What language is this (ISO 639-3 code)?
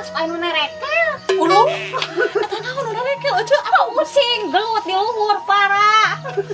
sun